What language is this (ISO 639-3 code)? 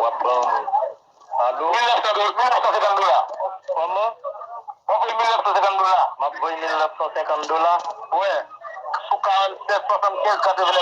hat